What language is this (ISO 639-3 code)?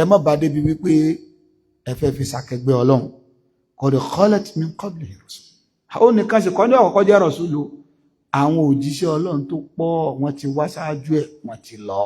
yor